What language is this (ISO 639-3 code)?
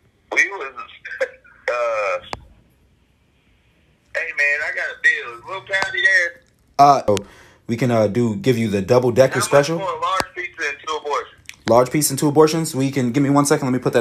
eng